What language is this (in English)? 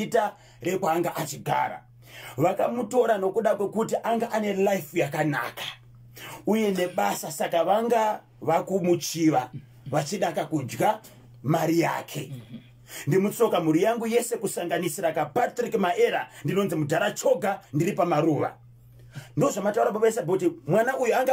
Shona